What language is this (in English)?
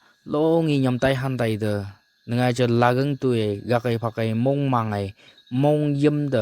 Phom Naga